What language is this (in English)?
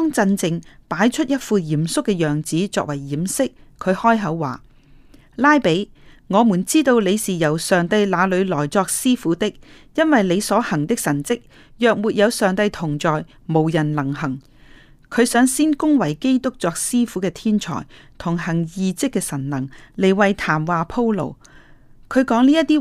Cantonese